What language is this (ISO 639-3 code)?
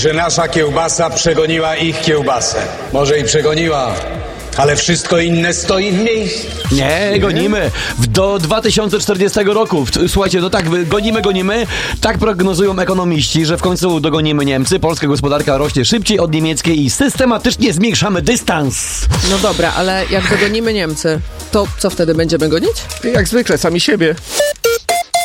pol